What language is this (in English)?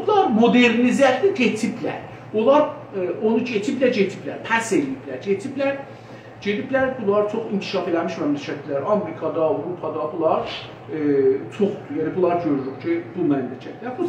South Azerbaijani